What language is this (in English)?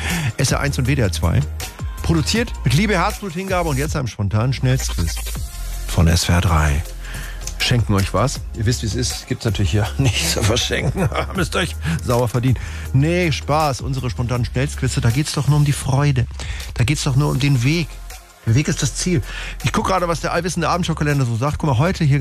German